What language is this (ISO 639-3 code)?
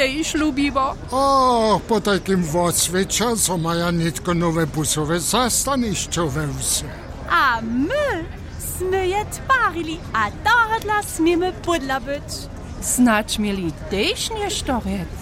hsb